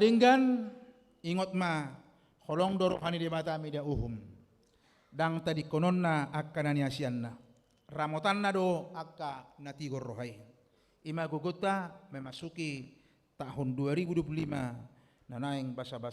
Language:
Batak Toba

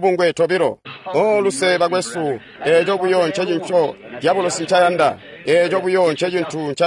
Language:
Tonga (Zambia)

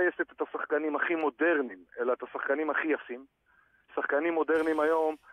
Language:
Hebrew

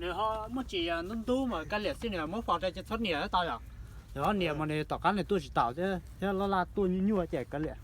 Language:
Hmong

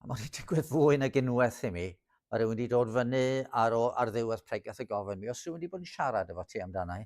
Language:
Welsh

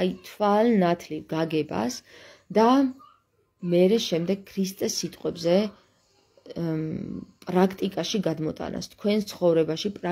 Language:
Georgian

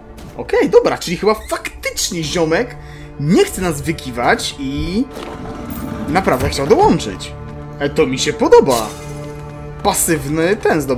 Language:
Polish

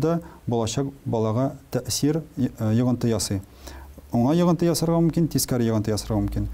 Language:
Tatar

